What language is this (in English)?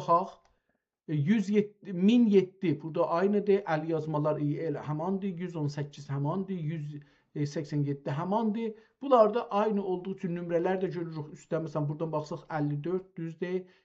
South Azerbaijani